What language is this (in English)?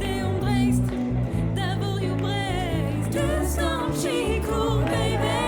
Breton